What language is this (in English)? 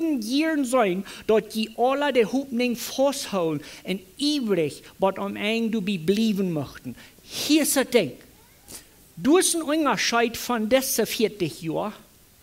Plautdietsch